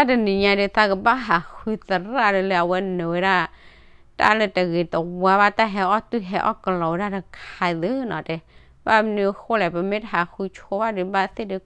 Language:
S'gaw Karen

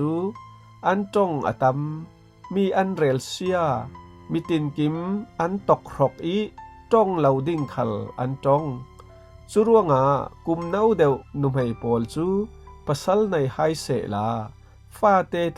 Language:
Falam Chin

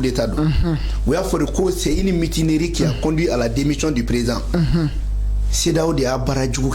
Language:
Bambara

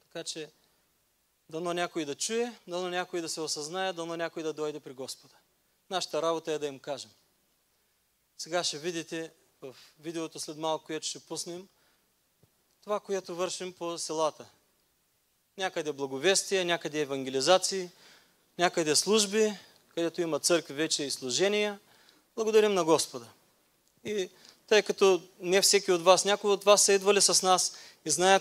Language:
Bulgarian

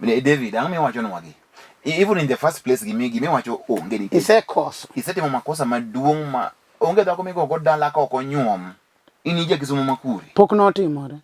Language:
Luo (Kenya and Tanzania)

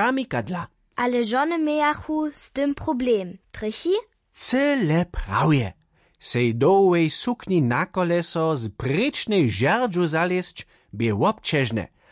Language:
Upper Sorbian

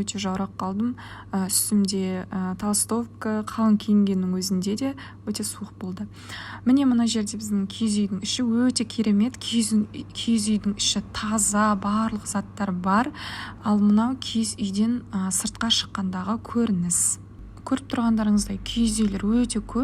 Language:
Kazakh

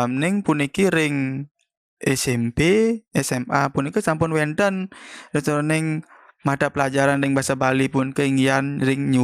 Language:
Balinese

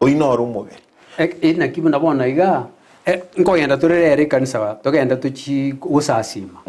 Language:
Gusii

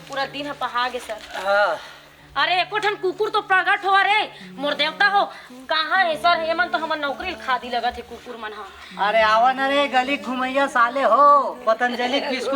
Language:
Chhattisgarhi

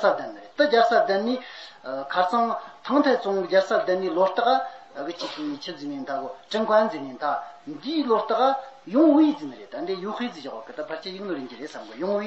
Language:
Tibetan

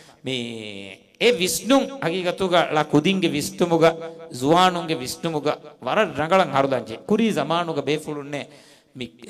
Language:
Divehi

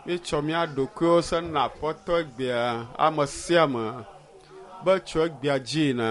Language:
Ewe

